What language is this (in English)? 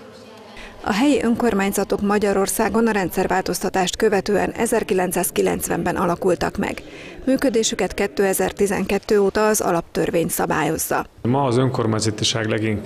Hungarian